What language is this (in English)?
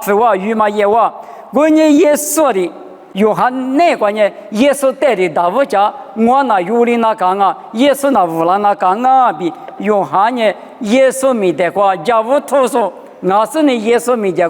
Lisu